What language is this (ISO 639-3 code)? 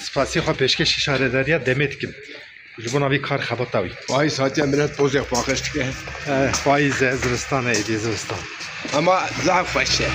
kur